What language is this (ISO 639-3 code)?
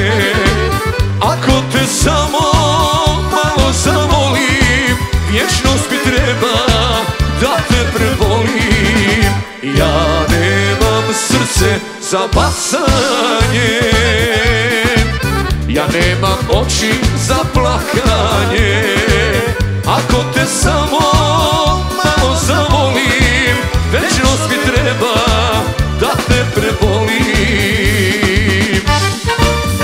hrv